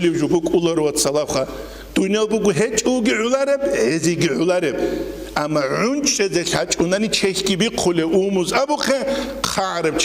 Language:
Avaric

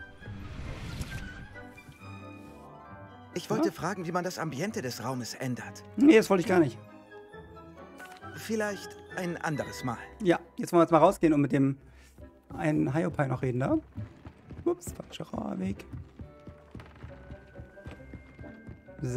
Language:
German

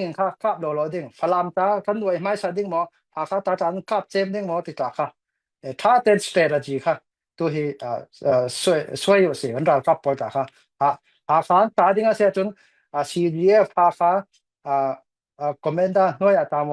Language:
Falam Chin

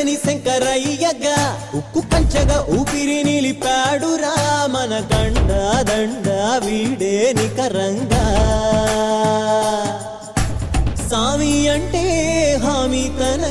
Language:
Telugu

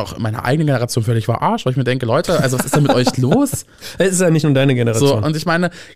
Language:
German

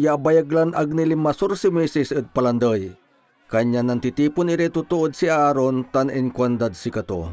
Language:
Pangasinan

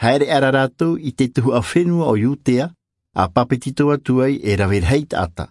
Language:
Tahitian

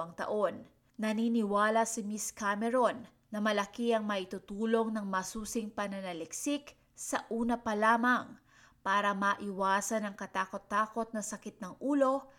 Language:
Filipino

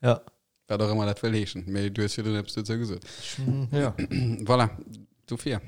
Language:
Luxembourgish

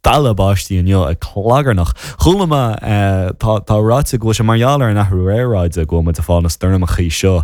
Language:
Irish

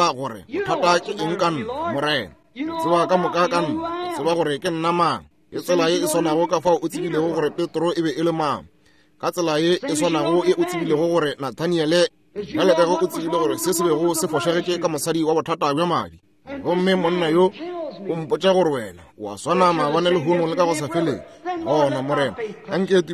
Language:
Northern Sotho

